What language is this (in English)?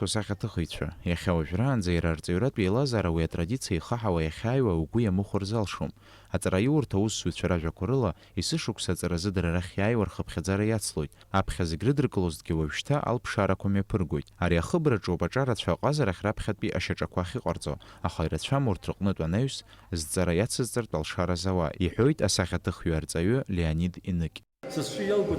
Abkhazian